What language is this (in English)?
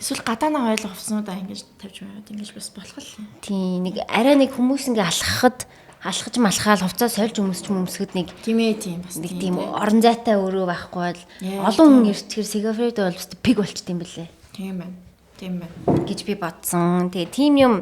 Mongolian